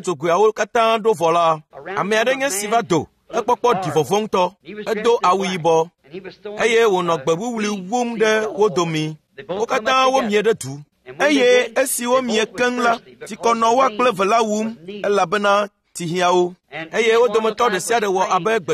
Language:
Ewe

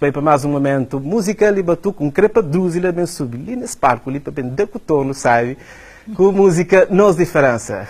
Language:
Kabuverdianu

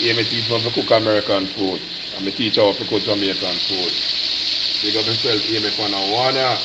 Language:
Jamaican Creole English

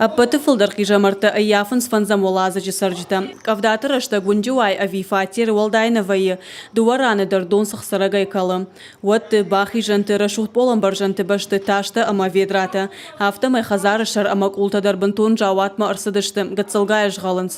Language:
Ossetic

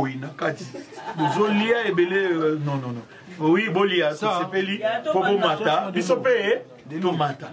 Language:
Lingala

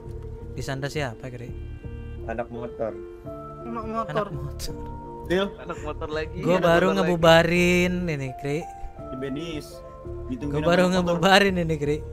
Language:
Indonesian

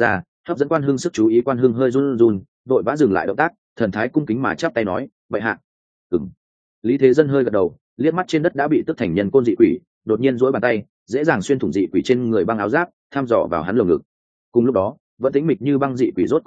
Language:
Vietnamese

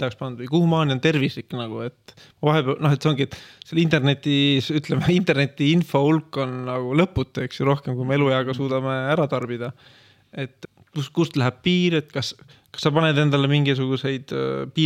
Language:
Estonian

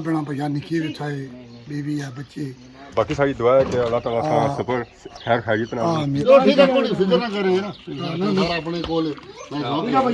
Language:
Pahari-Potwari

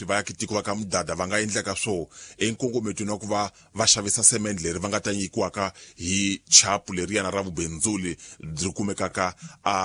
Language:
Tsonga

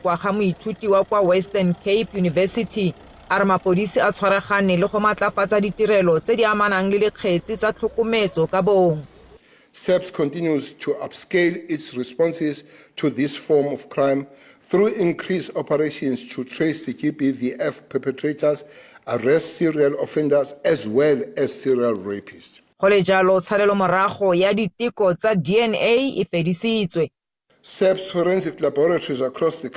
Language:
Tswana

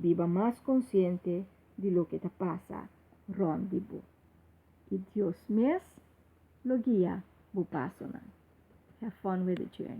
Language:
Papiamento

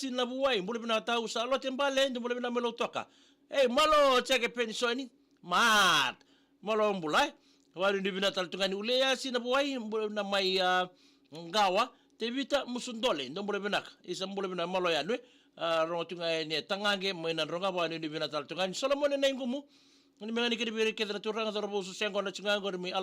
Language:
Fijian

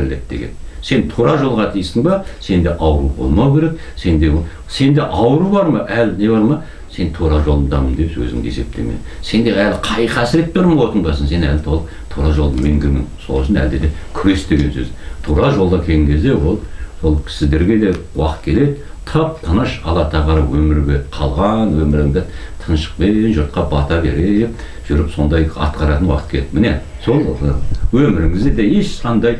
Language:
Kazakh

